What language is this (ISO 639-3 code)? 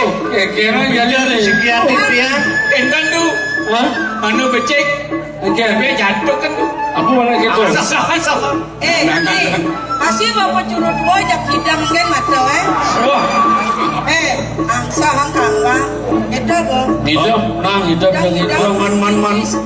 ban